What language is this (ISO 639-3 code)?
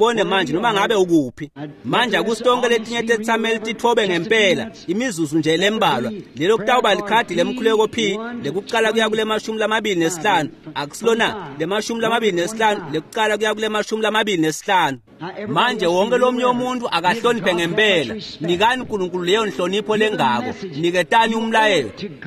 ssw